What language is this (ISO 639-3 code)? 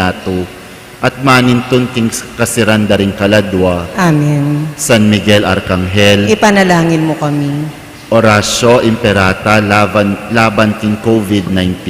pam